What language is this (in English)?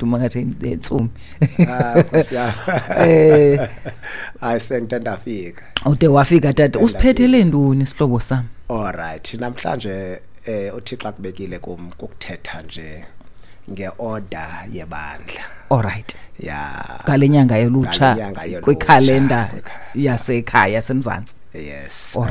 Xhosa